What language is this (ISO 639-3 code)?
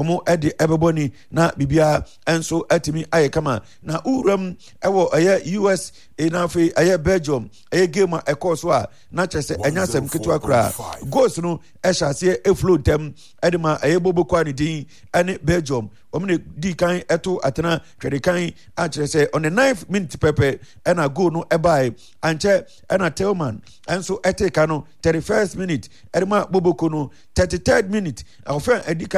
aka